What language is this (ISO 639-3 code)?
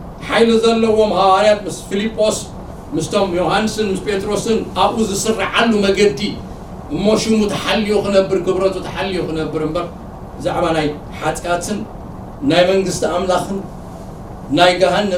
tir